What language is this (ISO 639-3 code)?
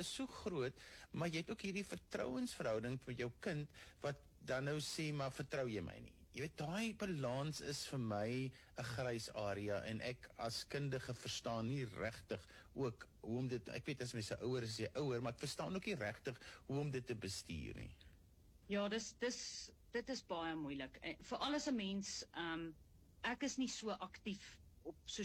afr